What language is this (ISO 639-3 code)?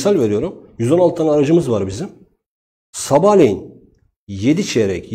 tur